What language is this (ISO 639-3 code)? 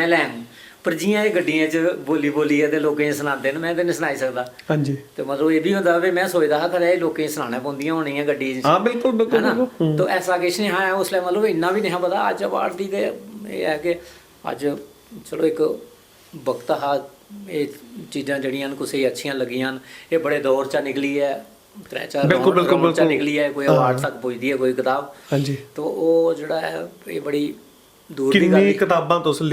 doi